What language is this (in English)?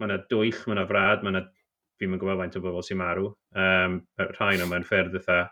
Welsh